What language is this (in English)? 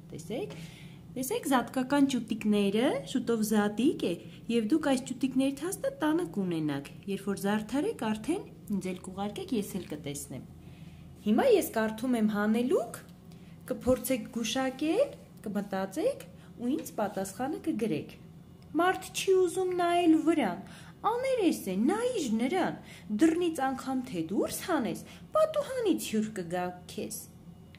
Armenian